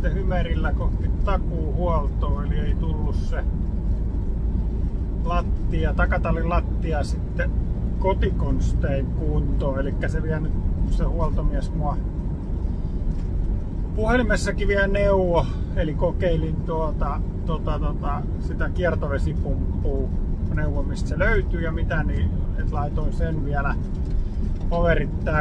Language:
Finnish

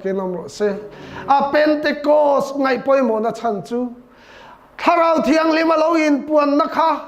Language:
Mizo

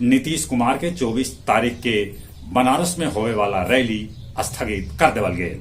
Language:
Magahi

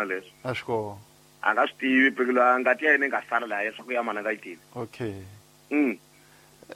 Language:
Tsonga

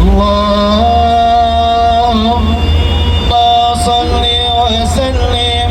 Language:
Betawi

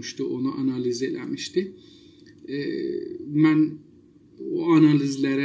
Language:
South Azerbaijani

